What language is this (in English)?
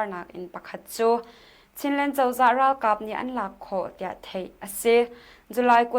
Hakha Chin